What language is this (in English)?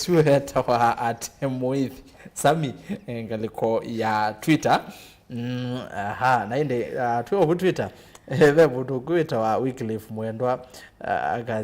Kamba